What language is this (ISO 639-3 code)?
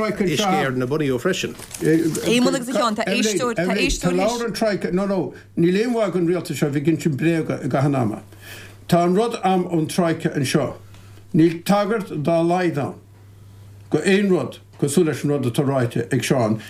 gle